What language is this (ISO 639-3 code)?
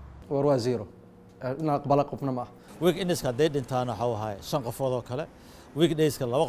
som